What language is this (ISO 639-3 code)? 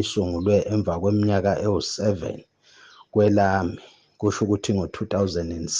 zul